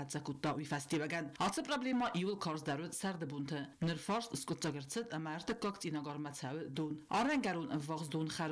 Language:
Ossetic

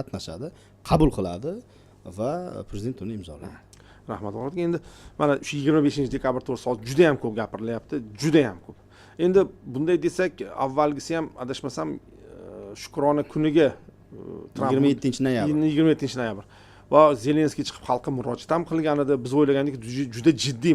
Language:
Uzbek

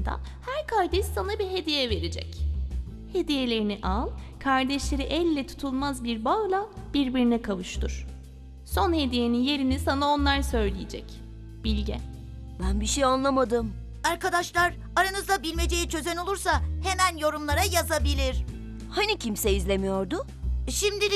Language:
Turkish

